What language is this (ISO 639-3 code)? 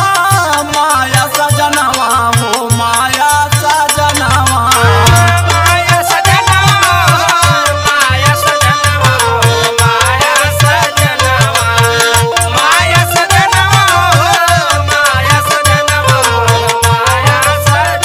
bho